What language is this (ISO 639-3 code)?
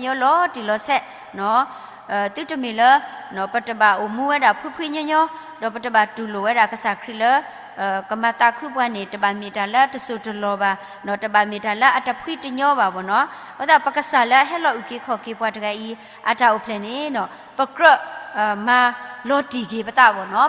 ksw